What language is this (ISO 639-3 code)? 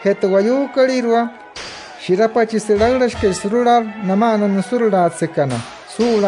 guc